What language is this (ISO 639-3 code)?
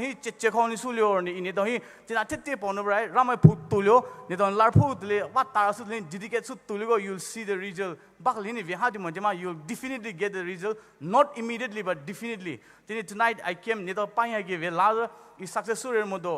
pmx